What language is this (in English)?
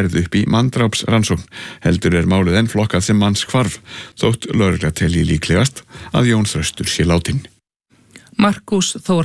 Icelandic